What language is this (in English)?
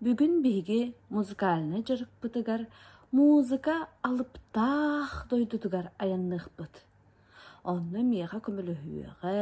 Yakut